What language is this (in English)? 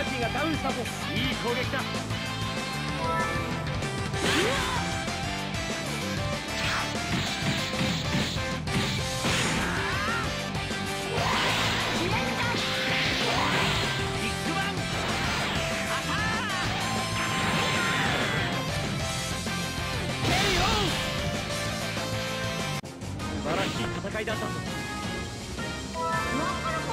Japanese